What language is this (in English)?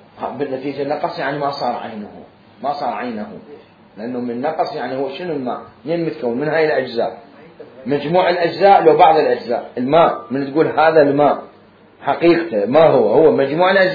Mesopotamian Arabic